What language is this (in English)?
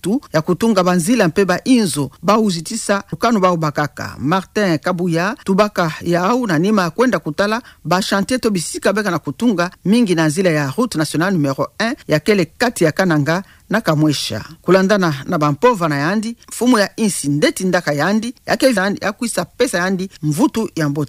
Kituba (Democratic Republic of Congo)